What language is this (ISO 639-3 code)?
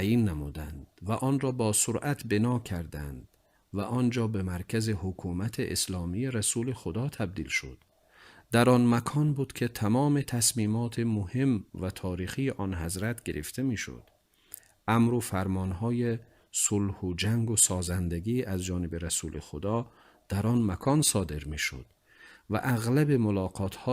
tgk